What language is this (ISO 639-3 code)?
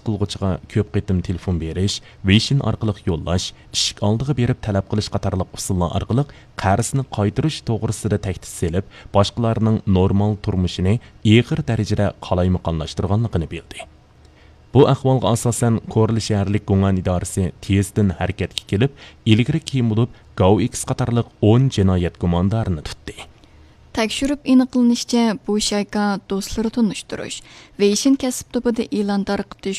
uig